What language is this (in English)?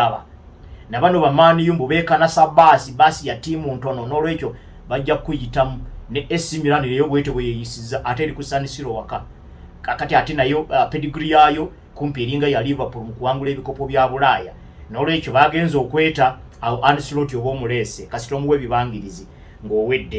Ganda